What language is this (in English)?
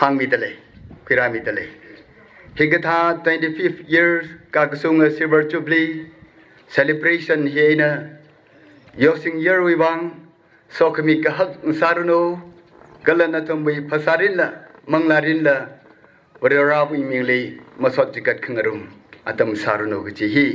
Tangkhul Naga (India)